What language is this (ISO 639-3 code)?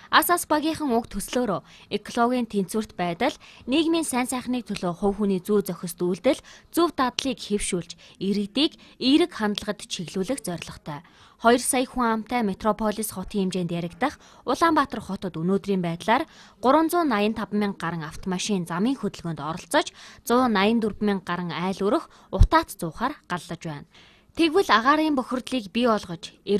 mon